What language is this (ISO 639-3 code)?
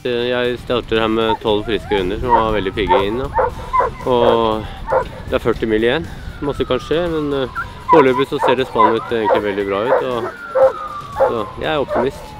nor